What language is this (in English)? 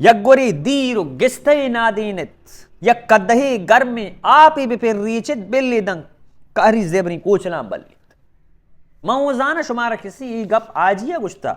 Baluchi